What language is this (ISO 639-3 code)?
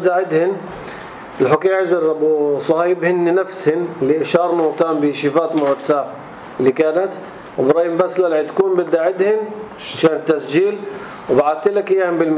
apc